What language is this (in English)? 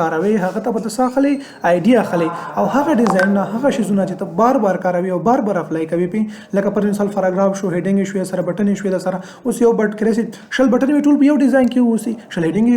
Pashto